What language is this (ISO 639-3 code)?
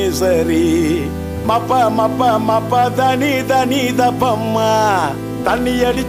tam